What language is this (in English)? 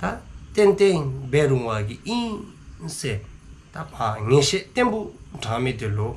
Dzongkha